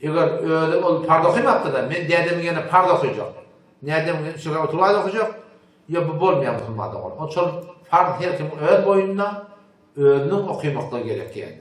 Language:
Turkmen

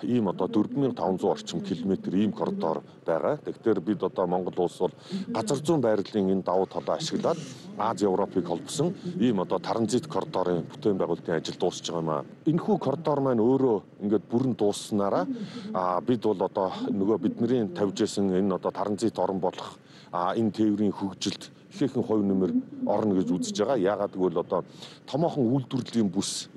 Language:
Mongolian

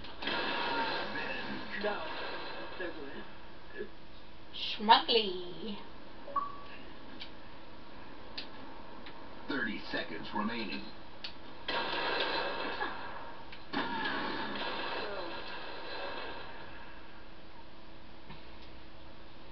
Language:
English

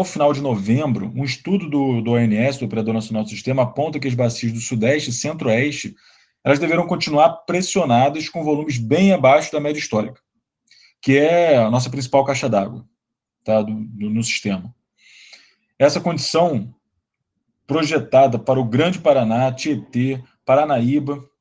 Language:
Portuguese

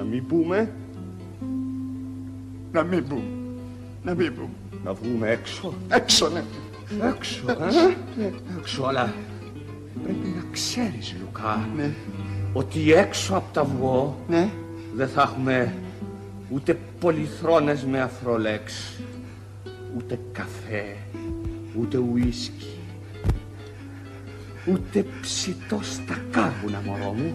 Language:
Greek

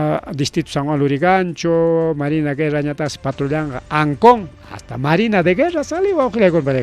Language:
Ayacucho Quechua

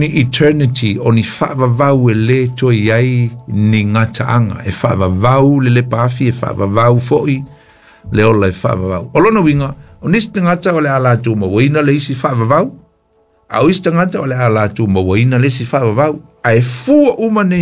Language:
Samoan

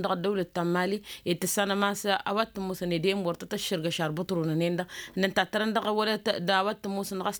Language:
Tamasheq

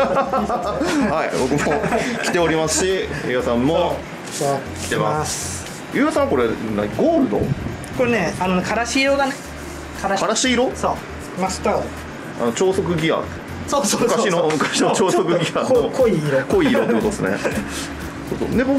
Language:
Japanese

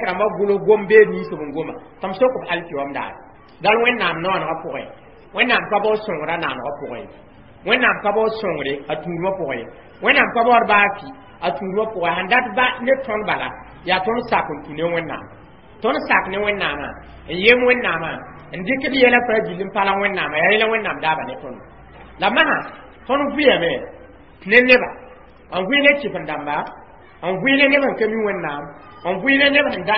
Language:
Mossi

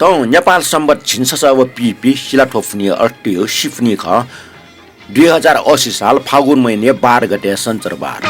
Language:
Newari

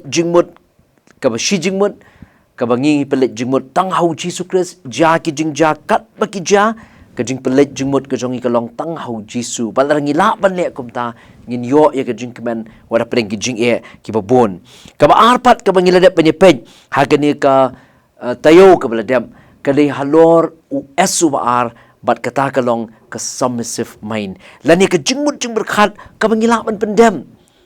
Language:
Khasi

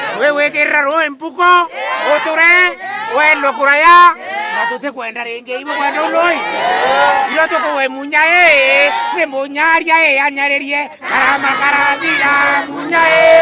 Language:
Meru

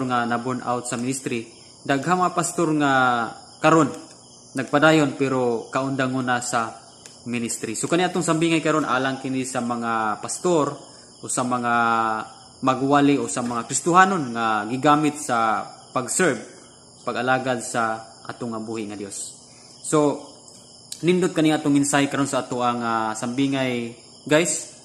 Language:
Cebuano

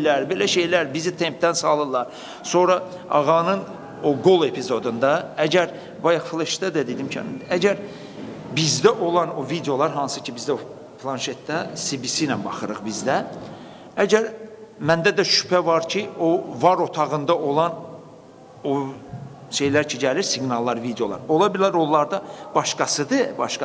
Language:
Azerbaijani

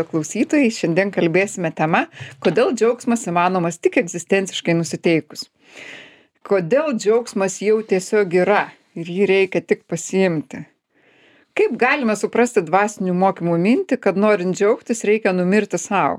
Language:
Lithuanian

